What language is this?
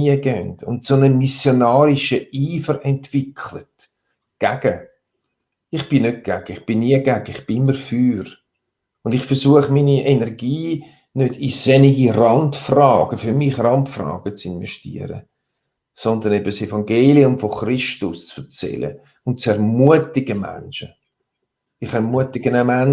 Swiss German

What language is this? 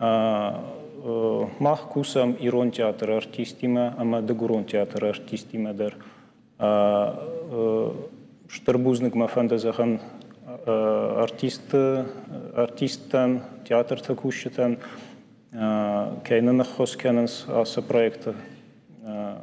Ossetic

